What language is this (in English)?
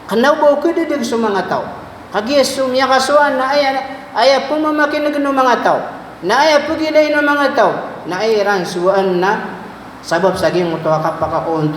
Maranao